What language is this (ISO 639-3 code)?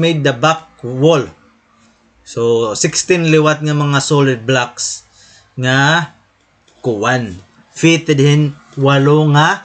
war